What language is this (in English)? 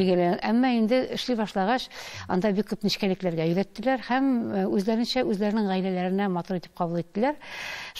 Tatar